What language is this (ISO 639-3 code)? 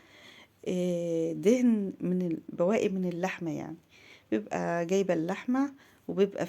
arz